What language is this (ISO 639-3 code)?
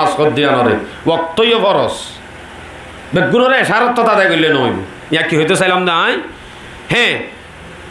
rhg